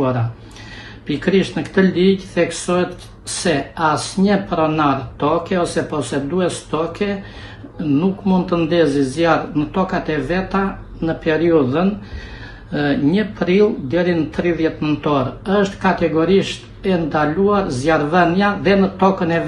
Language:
Albanian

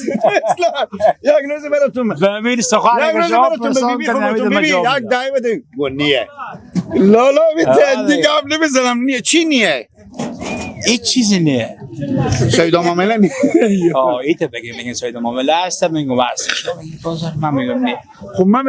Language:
Persian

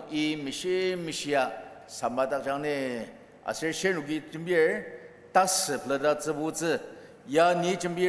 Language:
Ao Naga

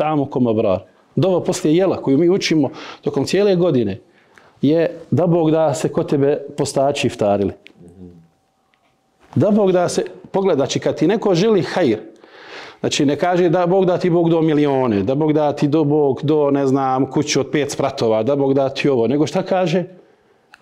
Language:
Bosnian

